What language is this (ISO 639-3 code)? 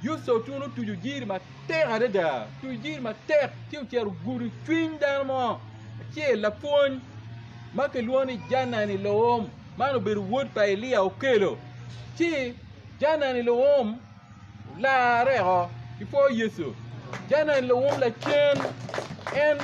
ach